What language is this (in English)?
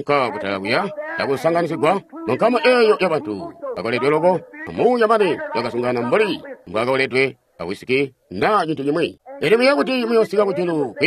Tonga (Zambia)